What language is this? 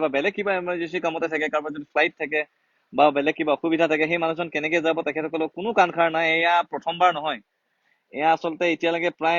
Assamese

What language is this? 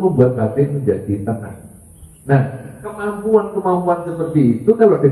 Indonesian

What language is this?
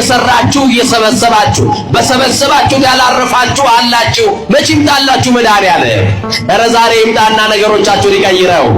Amharic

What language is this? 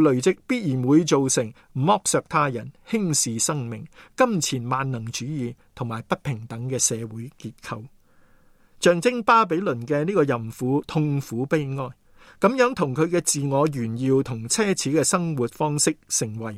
Cantonese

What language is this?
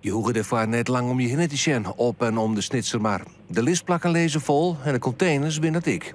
Western Frisian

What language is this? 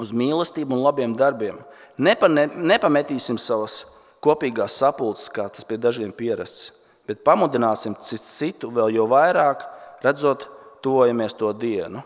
Latvian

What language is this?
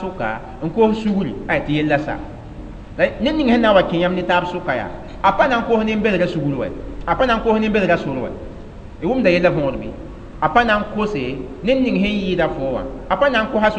Mossi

